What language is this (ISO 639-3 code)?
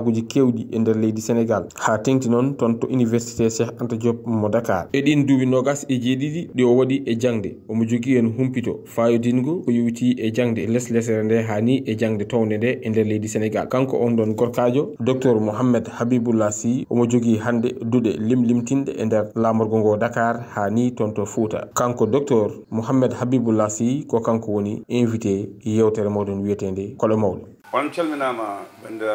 ful